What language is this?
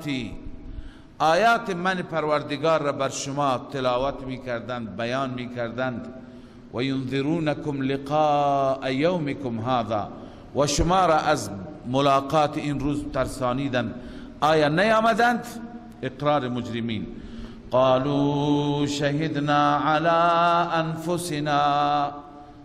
Persian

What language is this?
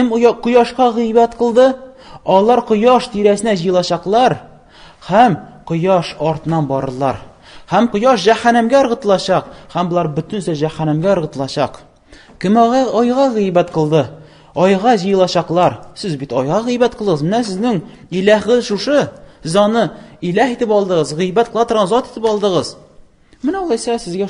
Tatar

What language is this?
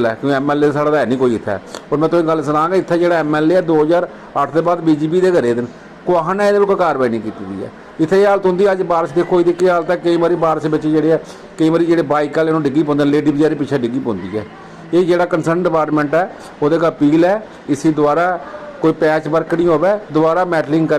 Dogri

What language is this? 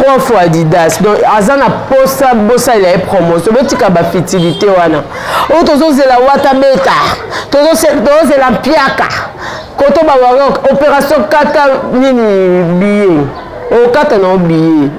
Lingala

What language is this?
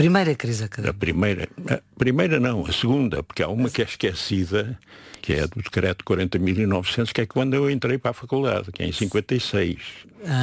Portuguese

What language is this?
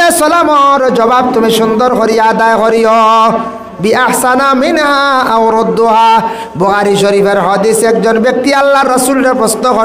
Sylheti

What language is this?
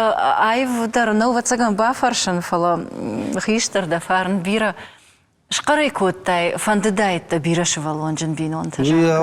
Ossetic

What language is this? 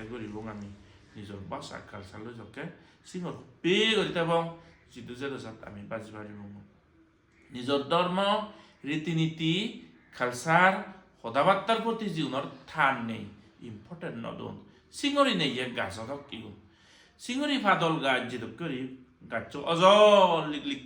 Chakma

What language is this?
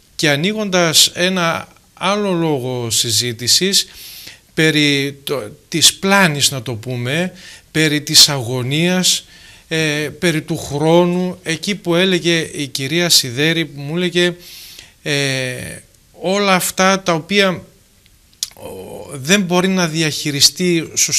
Greek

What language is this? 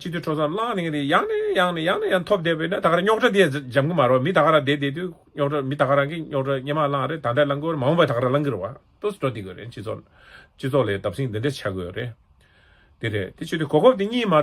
Tibetan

